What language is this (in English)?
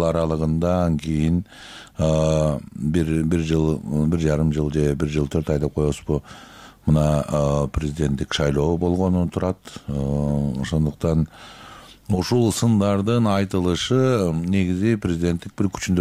Kyrgyz